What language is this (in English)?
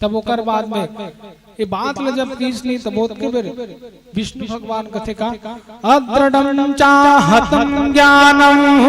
Chhattisgarhi